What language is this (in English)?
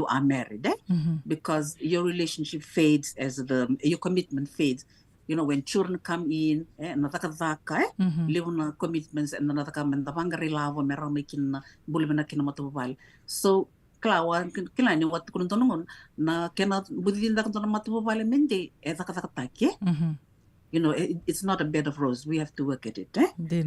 Fijian